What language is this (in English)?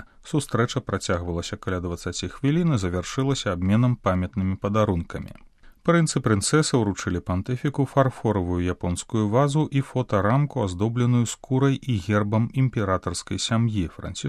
Belarusian